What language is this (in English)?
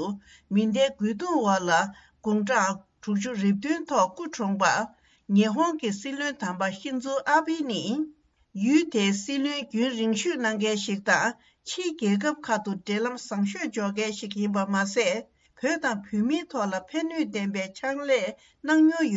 Tibetan